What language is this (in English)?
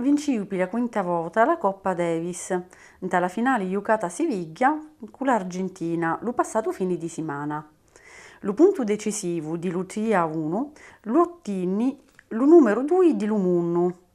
Sicilian